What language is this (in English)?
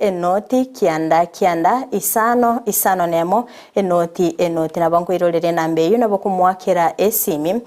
Gusii